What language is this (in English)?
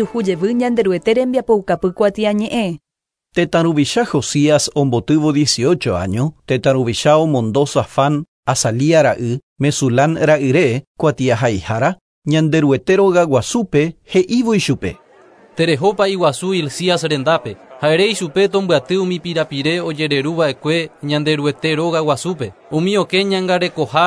Guarani